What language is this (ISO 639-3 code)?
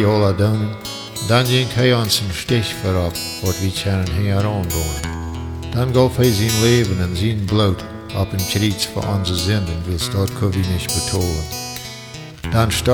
pdt